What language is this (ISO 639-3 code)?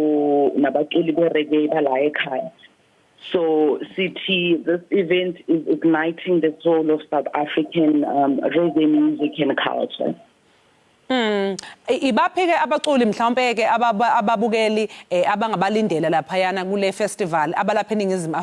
zul